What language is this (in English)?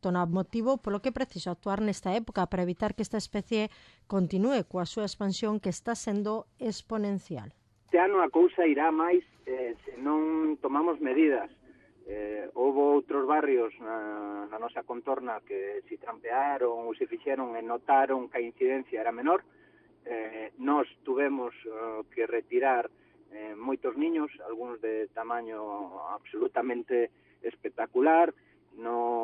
Galician